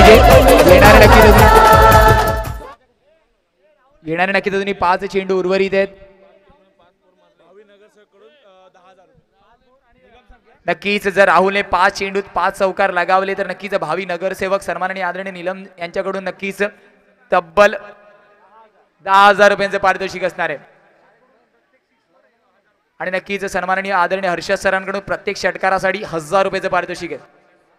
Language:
Marathi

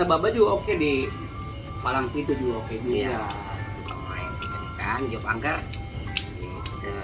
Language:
Betawi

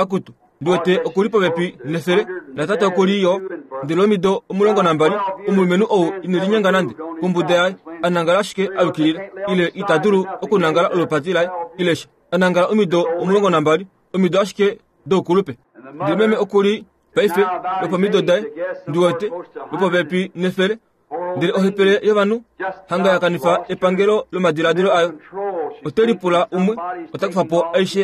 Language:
Kuanyama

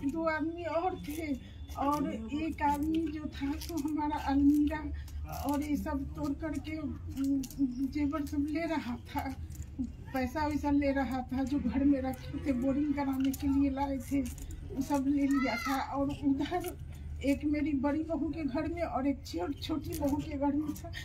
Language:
Hindi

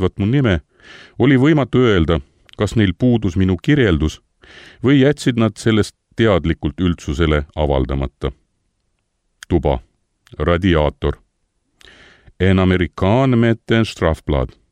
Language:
Estonian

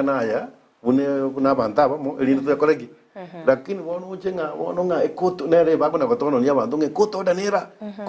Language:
Gusii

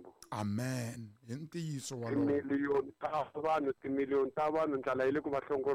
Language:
Tsonga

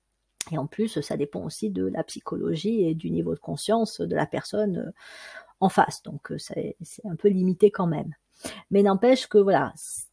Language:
French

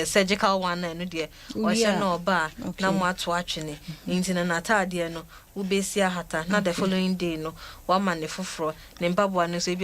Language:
Akan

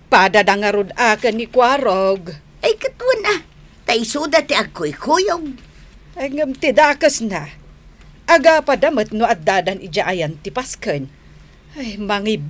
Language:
Iloko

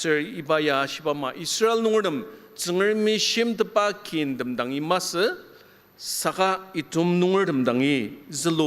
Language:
Ao Naga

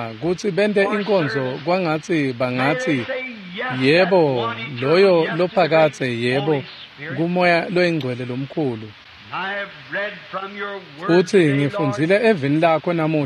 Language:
Swati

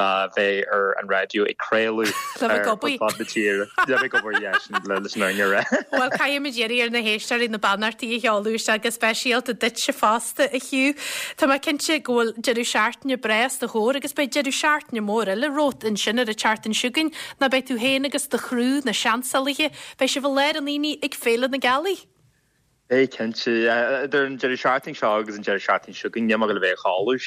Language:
Irish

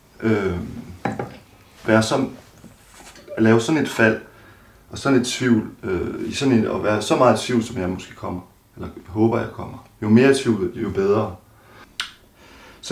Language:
Danish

